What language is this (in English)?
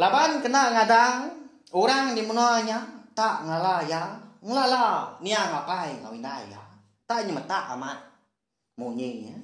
Iban